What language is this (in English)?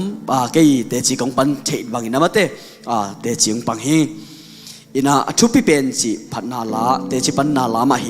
Tedim Chin